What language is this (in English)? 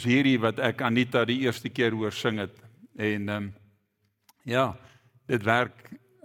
Afrikaans